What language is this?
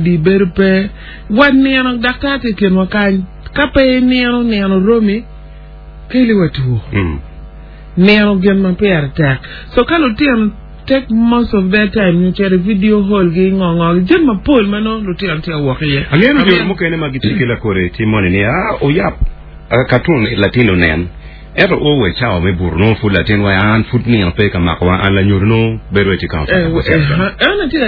Acoli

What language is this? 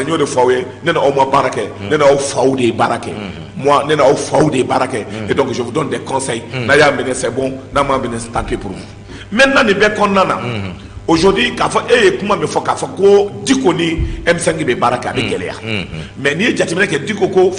Bambara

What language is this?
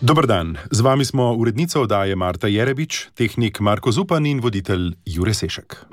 Slovenian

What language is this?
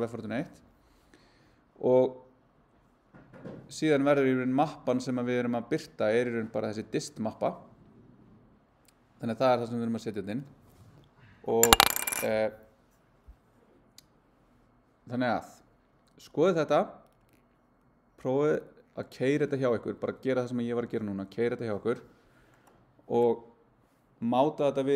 Icelandic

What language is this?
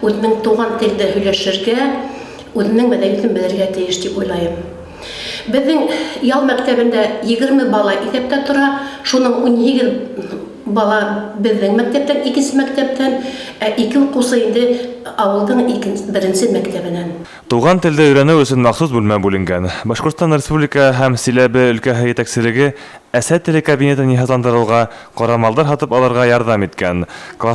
Bashkir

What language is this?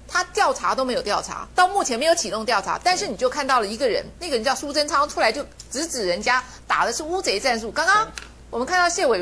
Chinese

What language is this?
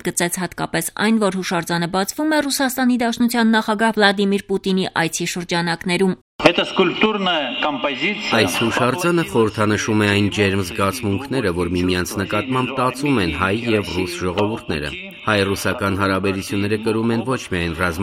Armenian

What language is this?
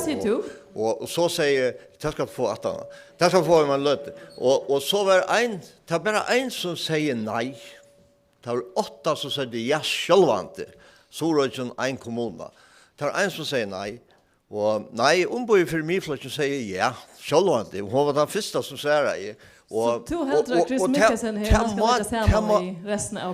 Faroese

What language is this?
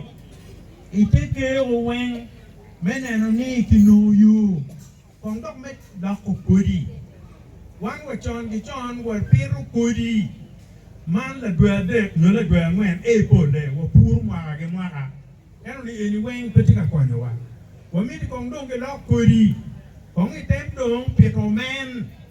Acoli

